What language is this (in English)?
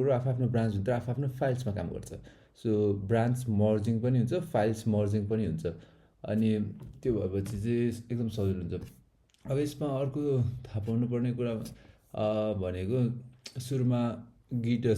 Nepali